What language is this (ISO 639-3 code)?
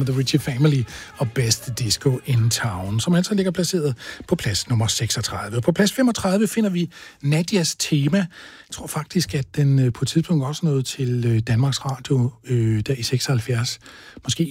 dan